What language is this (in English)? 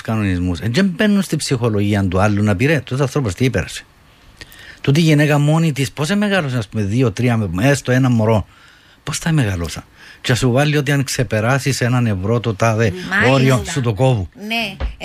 Greek